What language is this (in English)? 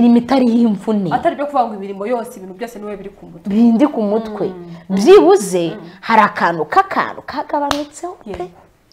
Kinyarwanda